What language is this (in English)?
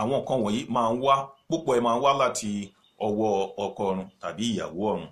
Yoruba